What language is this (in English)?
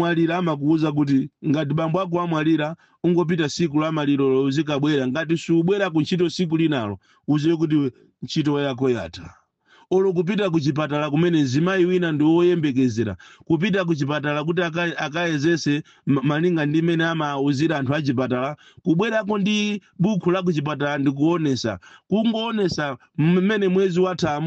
Nyanja